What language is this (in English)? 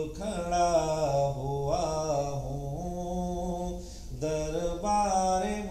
Urdu